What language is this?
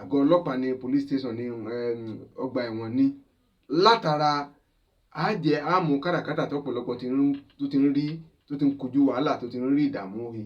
Yoruba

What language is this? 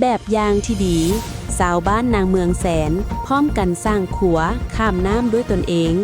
Lao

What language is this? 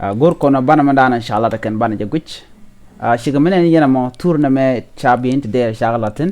Nuer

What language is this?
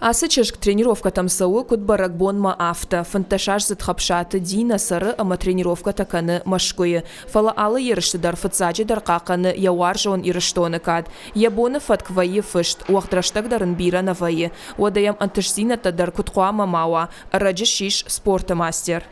Ossetic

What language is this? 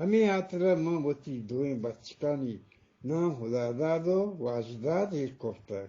Eastern Balochi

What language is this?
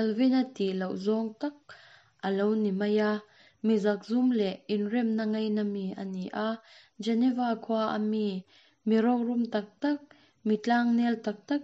Mizo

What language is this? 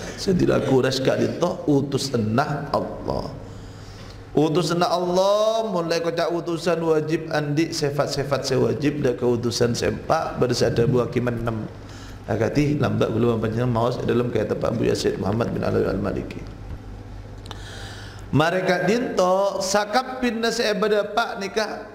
Madurese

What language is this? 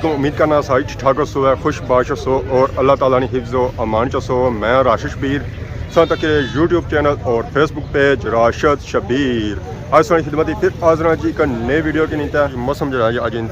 Pahari-Potwari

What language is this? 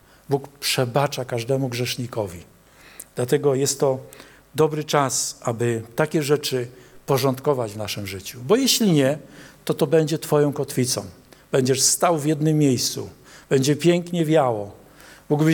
Polish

